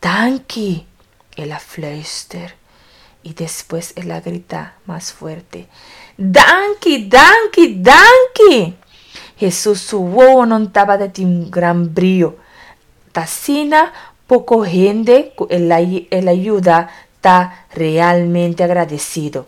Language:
Papiamento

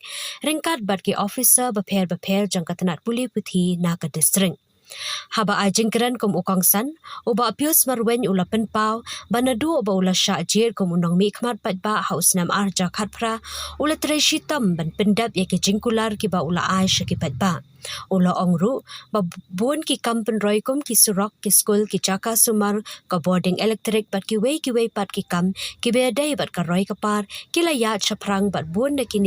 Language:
Khasi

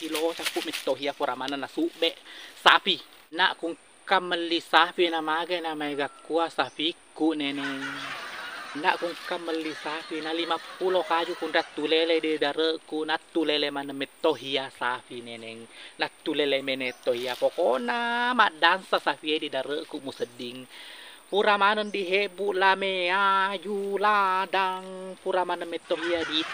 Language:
Buginese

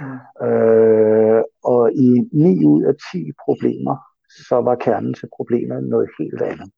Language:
Danish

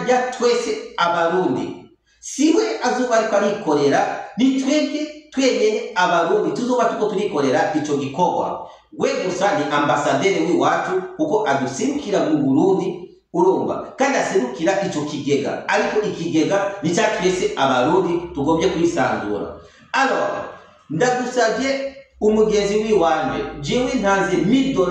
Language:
Rundi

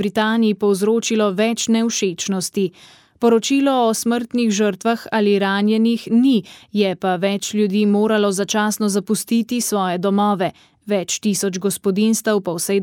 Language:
Slovenian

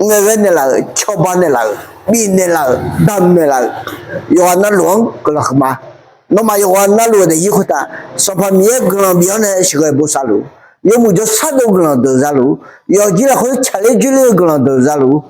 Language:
Akha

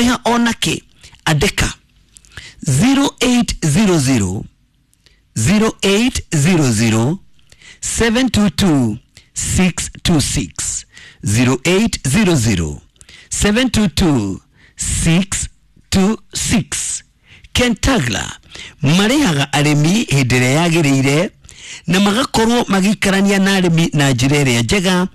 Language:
Kikuyu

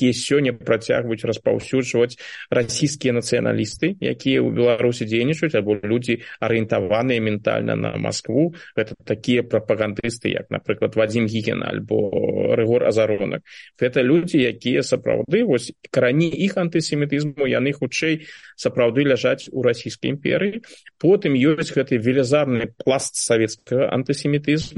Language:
Belarusian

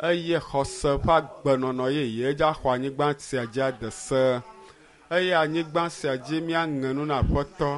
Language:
Ewe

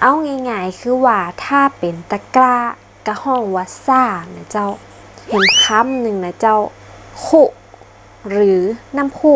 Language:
Northern Thai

